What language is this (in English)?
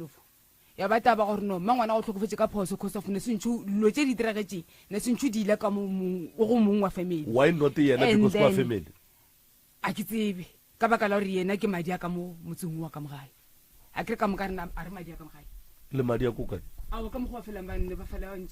Northern Sotho